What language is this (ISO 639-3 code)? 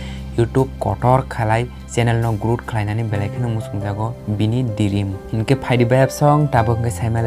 trp